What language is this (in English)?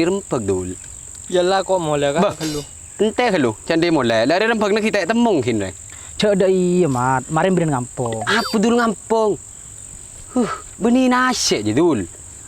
Madurese